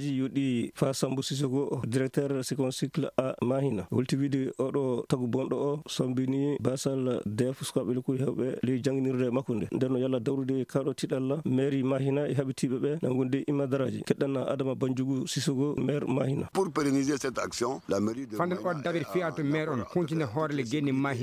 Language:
Maasina Fulfulde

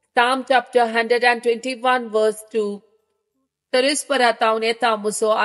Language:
Konkani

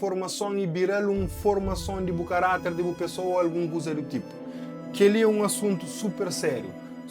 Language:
Kabuverdianu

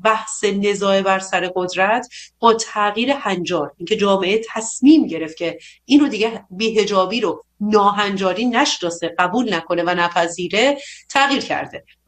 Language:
Persian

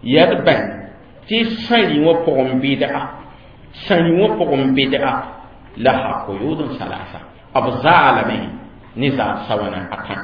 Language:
Mossi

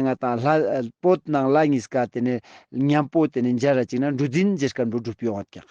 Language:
Ladakhi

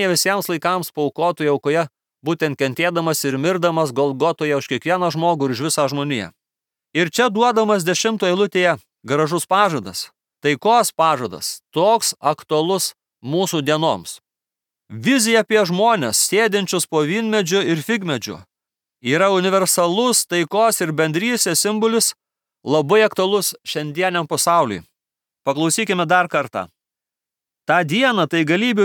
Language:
Lithuanian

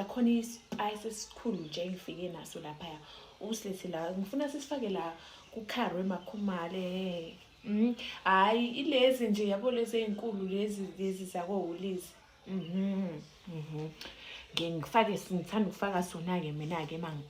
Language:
Zulu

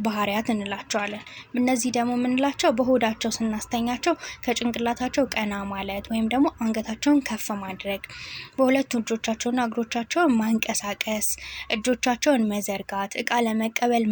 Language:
Amharic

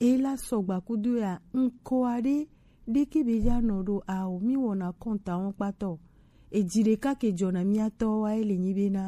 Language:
Gen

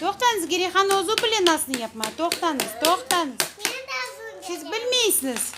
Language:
Crimean Tatar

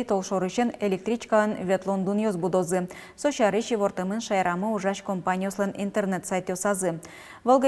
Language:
Udmurt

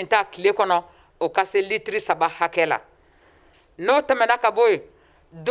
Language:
Bambara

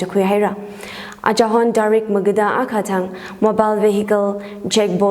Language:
Tangkhul Naga (India)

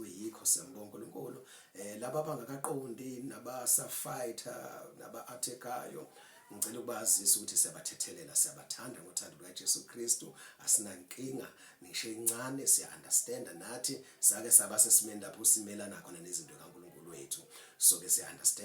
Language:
Zulu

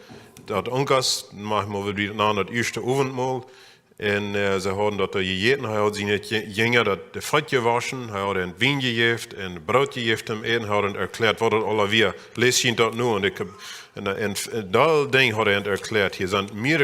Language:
Plautdietsch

